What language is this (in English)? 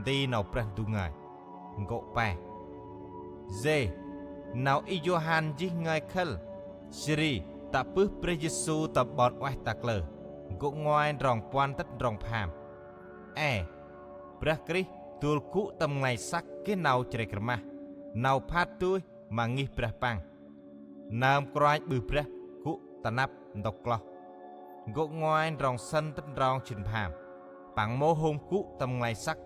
Central Mnong